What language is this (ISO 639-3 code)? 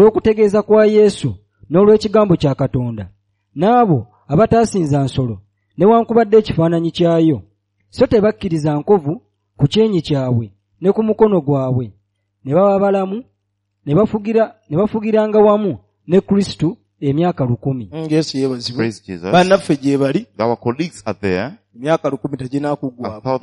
lug